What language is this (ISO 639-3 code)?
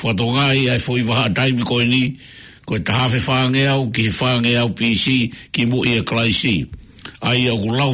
ton